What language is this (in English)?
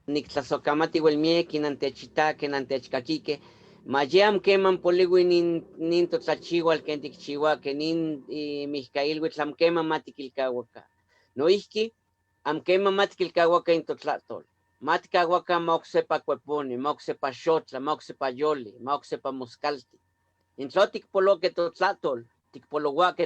Eastern Huasteca Nahuatl